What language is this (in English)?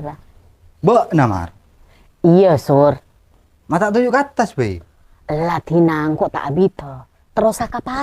Madurese